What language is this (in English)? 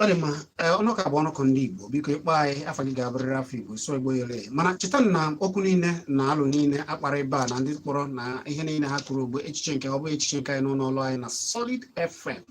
Igbo